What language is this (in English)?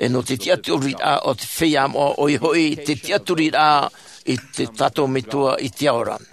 Tahitian